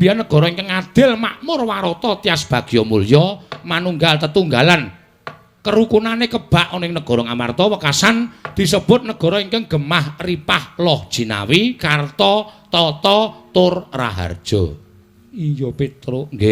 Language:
Javanese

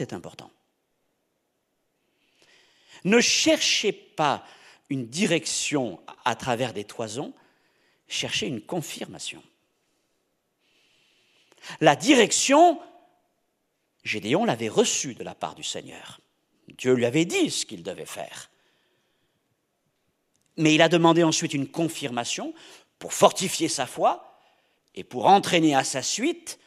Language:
French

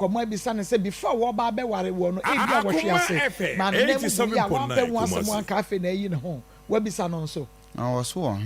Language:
Akan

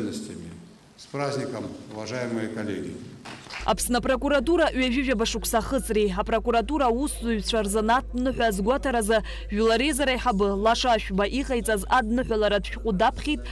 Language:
Abkhazian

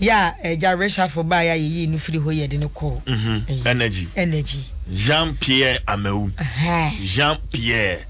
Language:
Akan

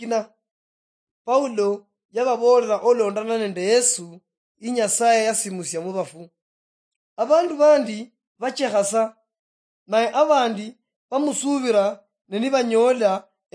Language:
Luyia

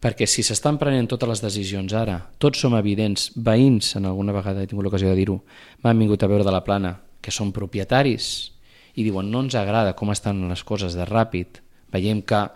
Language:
Catalan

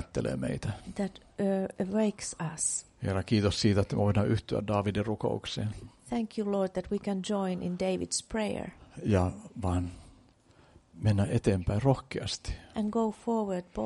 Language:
Finnish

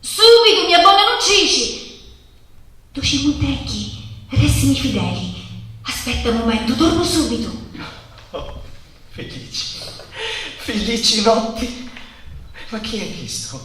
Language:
Sicilian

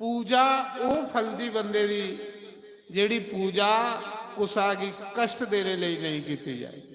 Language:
Dogri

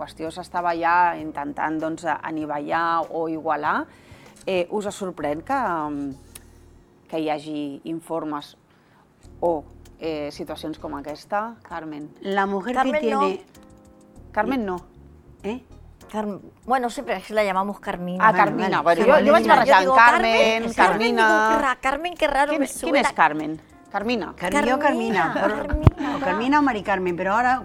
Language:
Catalan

